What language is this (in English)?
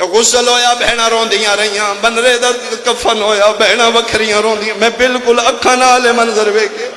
Pahari-Potwari